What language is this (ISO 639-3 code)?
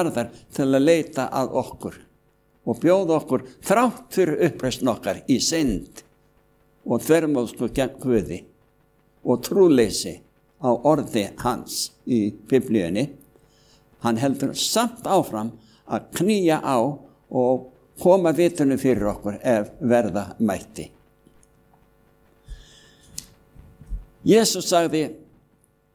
isl